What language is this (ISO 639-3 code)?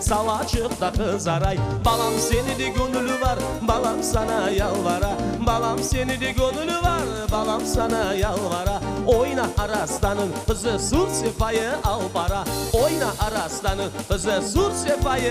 crh